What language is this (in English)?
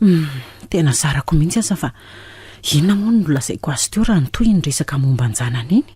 Malagasy